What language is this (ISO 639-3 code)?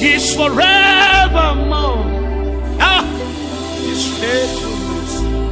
ewe